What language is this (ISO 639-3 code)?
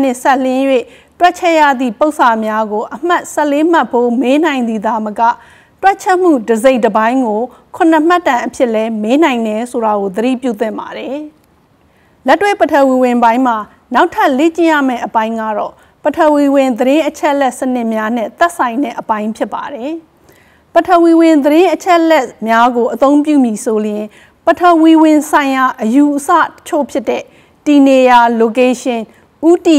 mya